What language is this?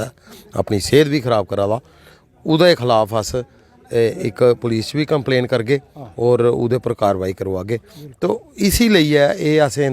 Dogri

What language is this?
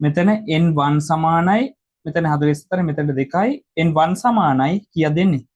Sinhala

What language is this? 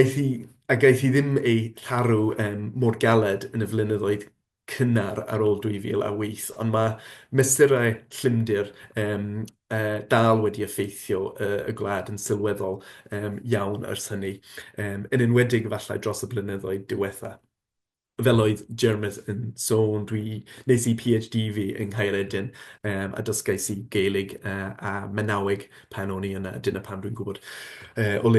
Welsh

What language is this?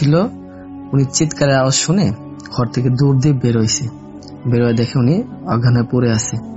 Bangla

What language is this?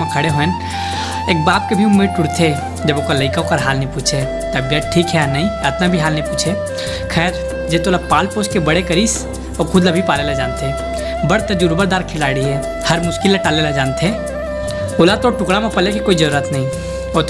Chhattisgarhi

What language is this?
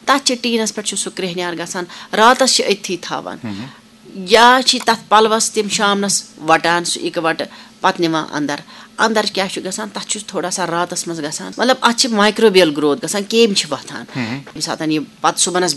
Kashmiri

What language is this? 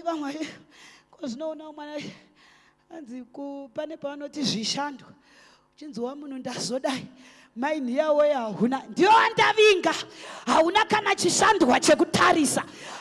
Shona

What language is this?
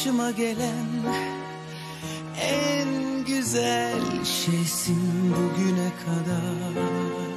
Turkish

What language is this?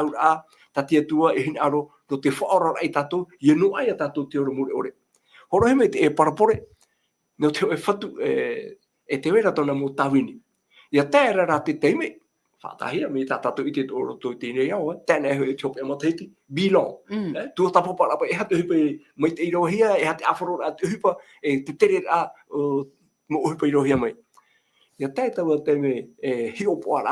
Tahitian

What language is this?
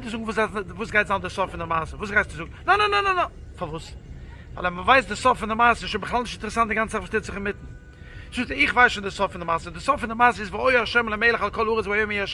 Yiddish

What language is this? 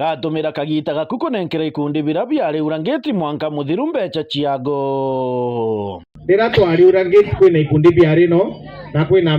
Meru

